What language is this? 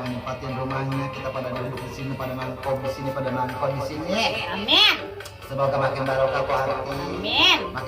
Betawi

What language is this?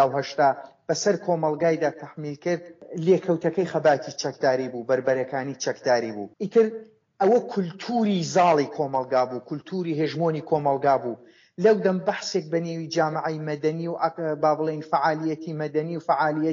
Central Kurdish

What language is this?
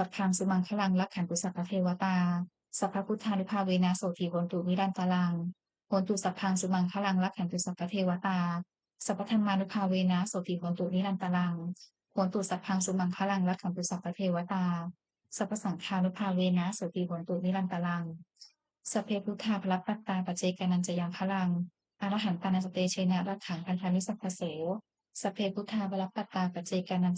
Pali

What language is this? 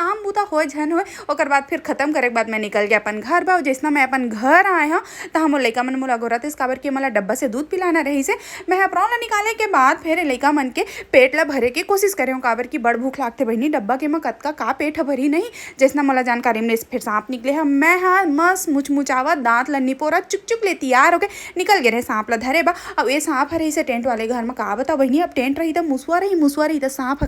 Chhattisgarhi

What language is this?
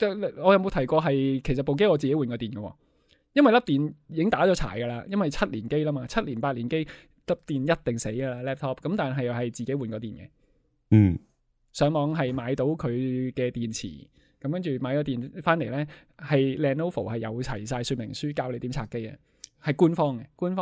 Cantonese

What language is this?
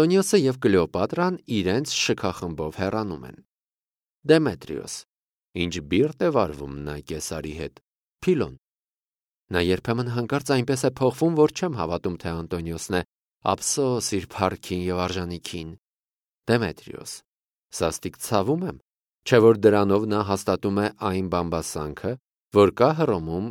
Armenian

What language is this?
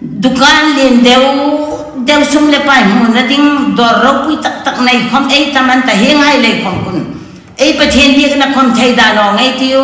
Hmar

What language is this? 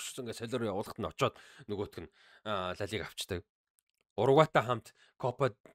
Mongolian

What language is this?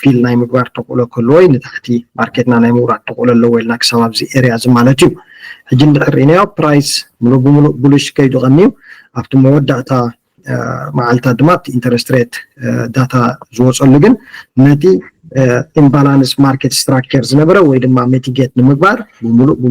Tigrinya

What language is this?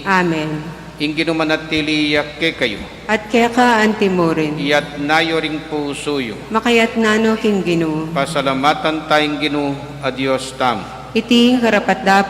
Pampanga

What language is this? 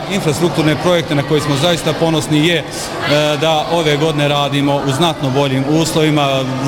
Bosnian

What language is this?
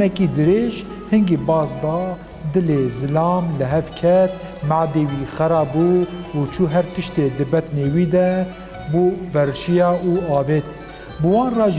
Kurdish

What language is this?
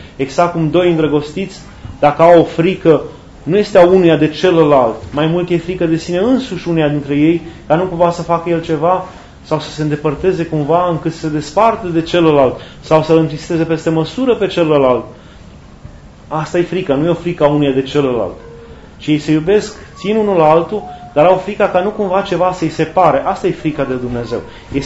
Romanian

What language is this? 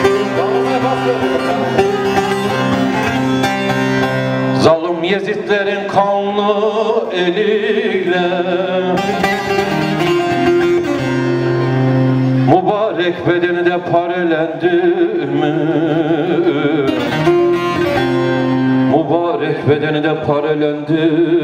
Turkish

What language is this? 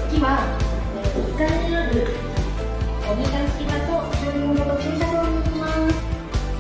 Japanese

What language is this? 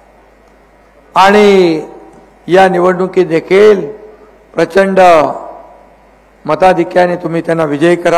Marathi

